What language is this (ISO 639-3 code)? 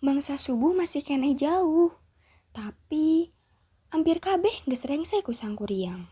sun